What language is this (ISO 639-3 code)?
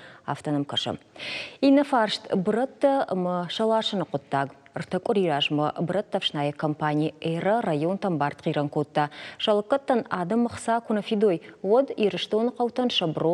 oss